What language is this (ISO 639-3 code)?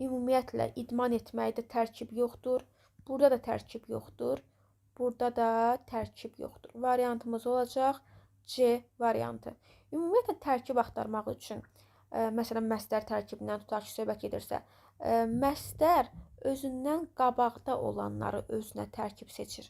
aze